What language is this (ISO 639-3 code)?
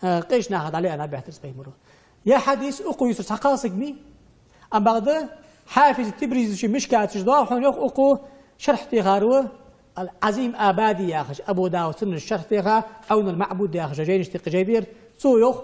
inh